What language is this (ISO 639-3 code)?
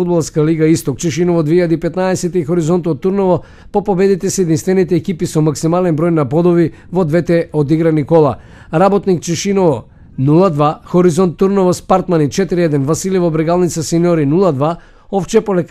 mkd